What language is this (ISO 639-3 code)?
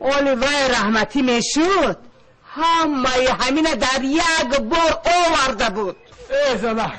tgk